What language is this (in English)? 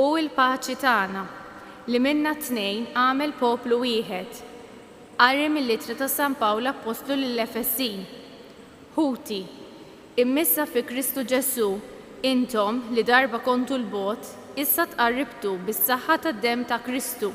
Maltese